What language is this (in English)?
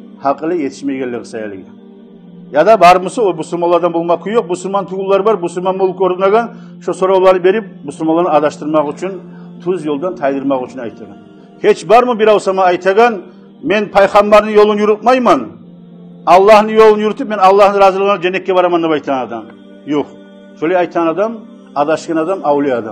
Kumyk